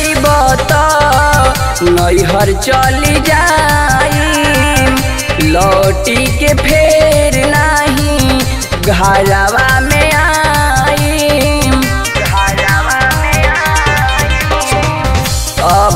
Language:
Bhojpuri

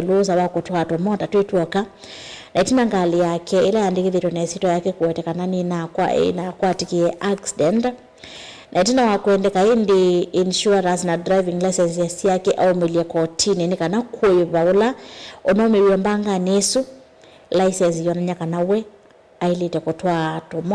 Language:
Kamba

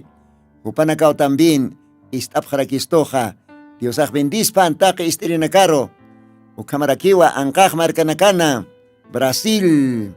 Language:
Aymara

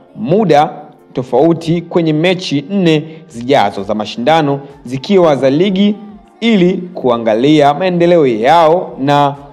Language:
Swahili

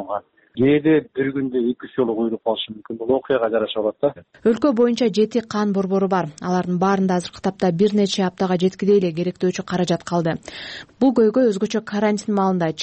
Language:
Kyrgyz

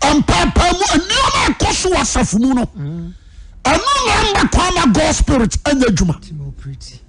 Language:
Akan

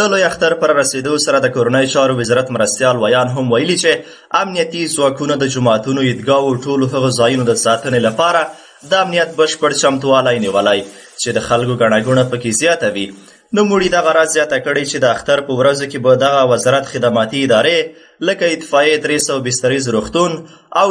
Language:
Pashto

